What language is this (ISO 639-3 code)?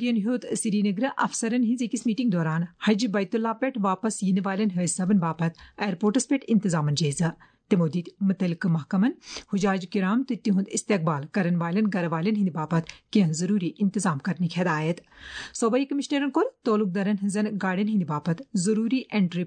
kas